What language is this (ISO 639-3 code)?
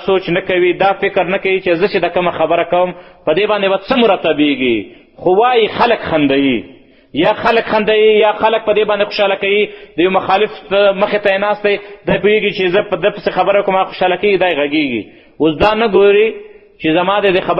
pus